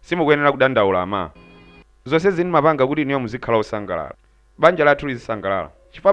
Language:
Nyanja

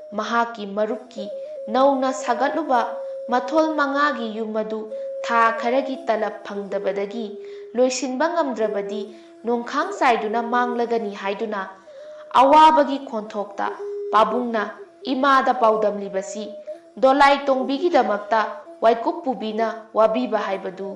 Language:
Manipuri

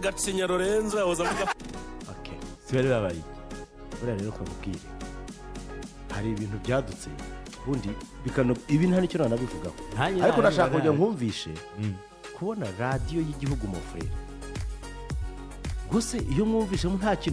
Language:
Kinyarwanda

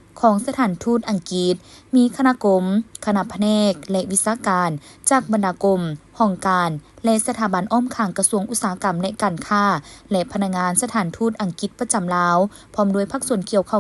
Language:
Lao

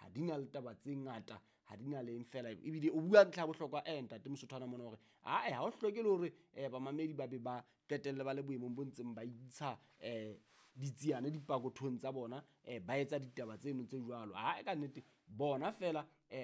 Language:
Southern Sotho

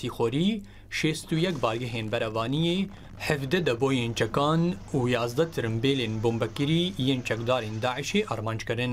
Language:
Kurdish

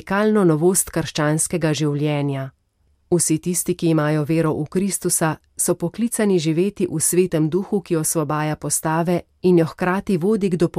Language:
Slovenian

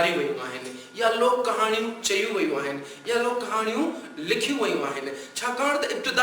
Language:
Sindhi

